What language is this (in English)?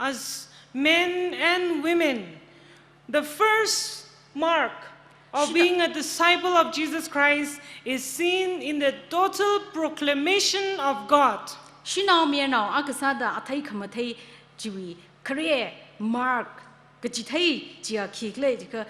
Tangkhul Naga (India)